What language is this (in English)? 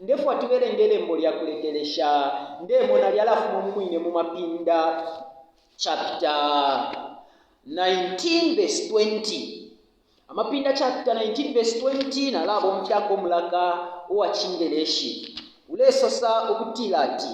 Bemba